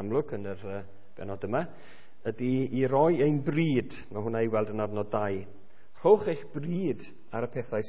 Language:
Welsh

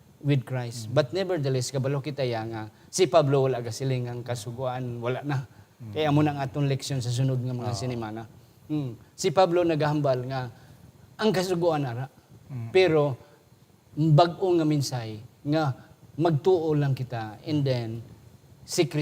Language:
Hiligaynon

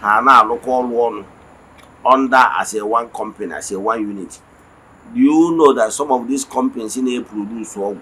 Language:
Igbo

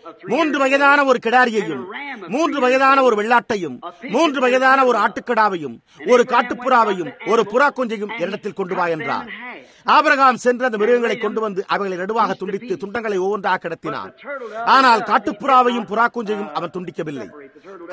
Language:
Tamil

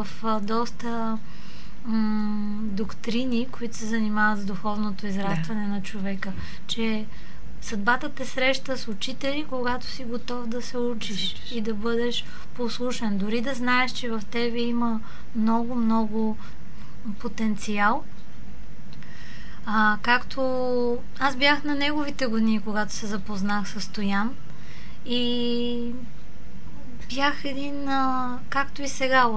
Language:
Bulgarian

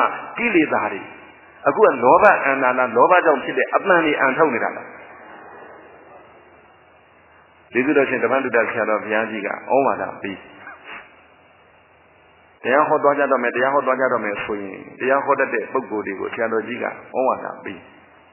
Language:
Burmese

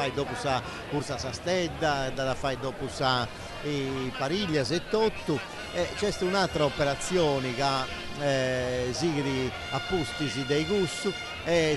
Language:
Sardinian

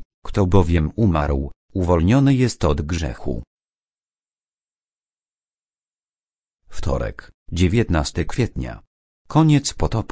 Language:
Polish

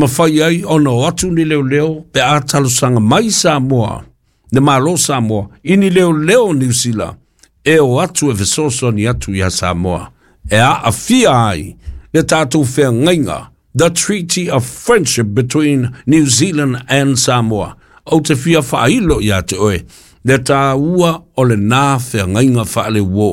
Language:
Samoan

